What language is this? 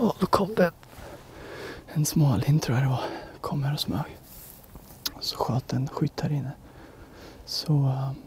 Swedish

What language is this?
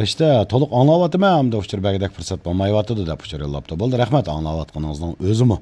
Uyghur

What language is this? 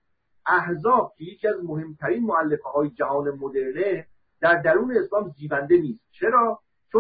Persian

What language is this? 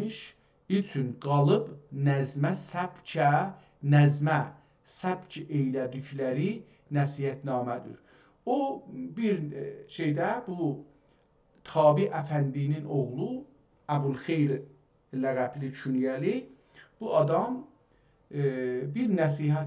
South Azerbaijani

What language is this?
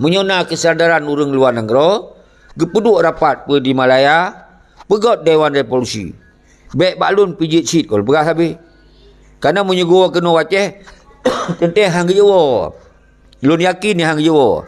Achinese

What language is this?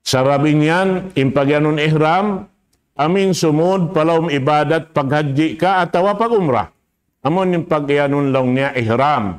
Tausug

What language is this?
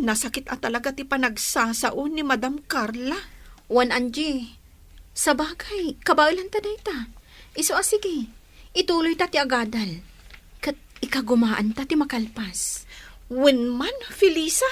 Iloko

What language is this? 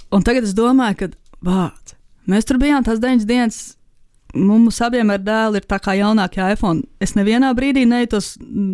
Latvian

